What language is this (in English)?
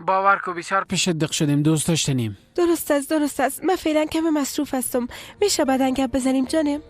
Persian